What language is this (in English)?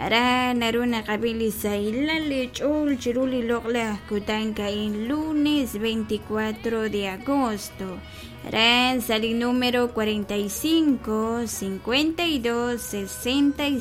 Kekchí